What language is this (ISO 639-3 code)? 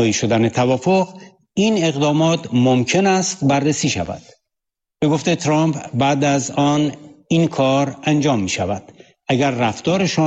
fas